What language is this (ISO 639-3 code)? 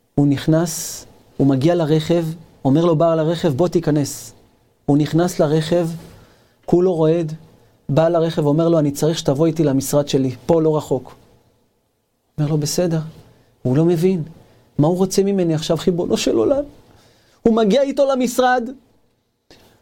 heb